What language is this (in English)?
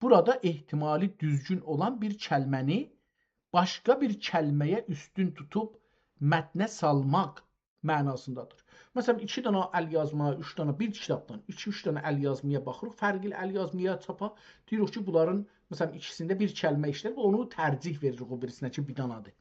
South Azerbaijani